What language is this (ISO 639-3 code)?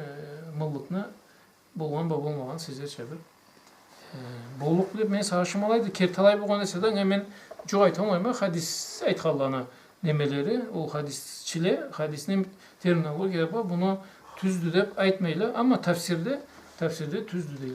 krc